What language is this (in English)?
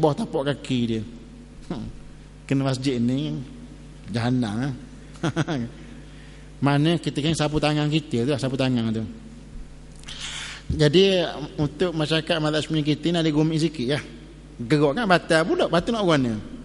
Malay